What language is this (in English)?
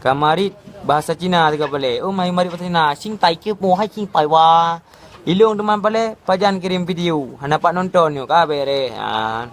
Achinese